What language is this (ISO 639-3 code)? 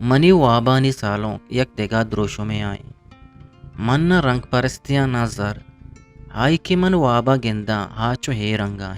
bgp